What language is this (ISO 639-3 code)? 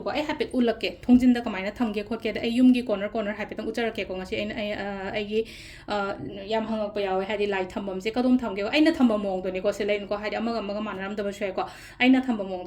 mni